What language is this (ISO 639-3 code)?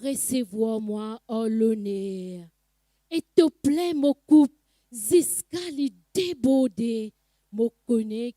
mfe